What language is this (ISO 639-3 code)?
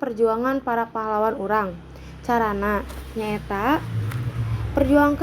sun